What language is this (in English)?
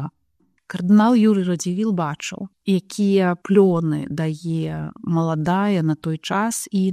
Belarusian